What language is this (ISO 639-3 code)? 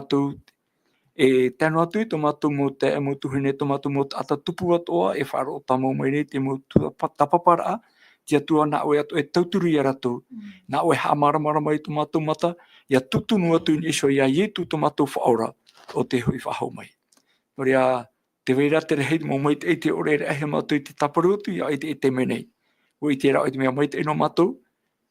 tah